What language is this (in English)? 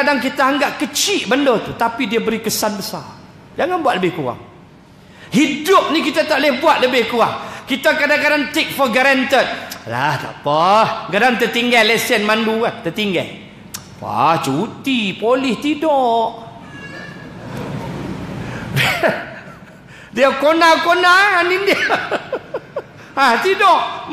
Malay